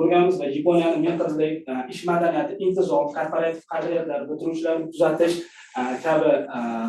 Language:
Uzbek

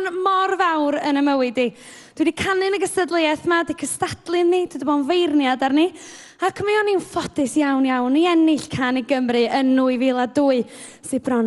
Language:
Welsh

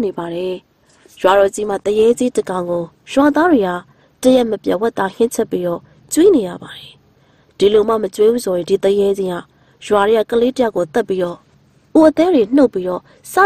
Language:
Burmese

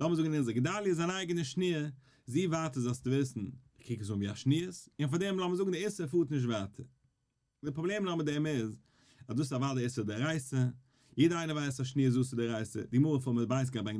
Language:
Yiddish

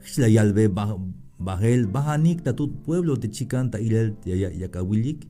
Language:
Tzeltal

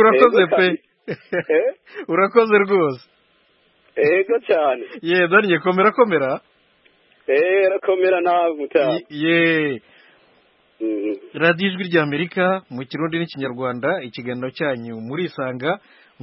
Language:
Kinyarwanda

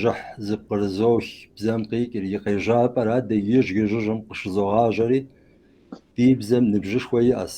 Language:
Kabardian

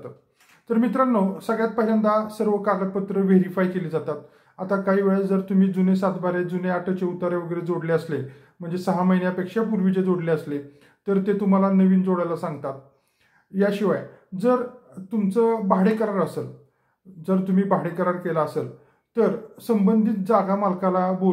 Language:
Marathi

